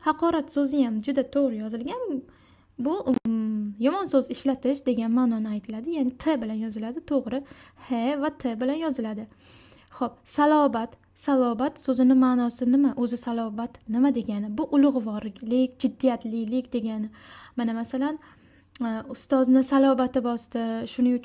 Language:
Uzbek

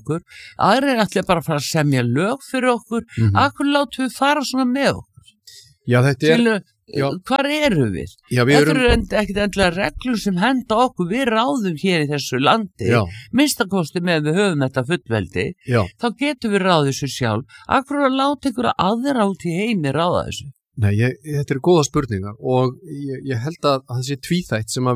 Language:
Icelandic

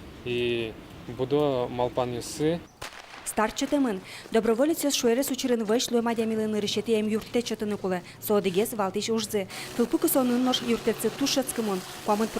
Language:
Udmurt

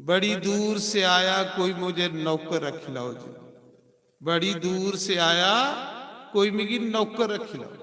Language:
Dogri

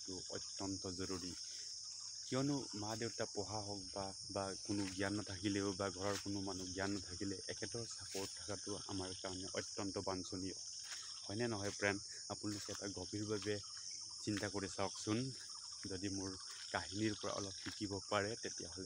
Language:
Assamese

